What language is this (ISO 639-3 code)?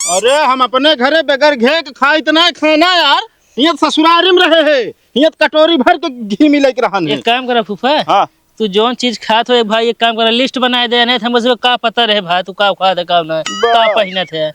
awa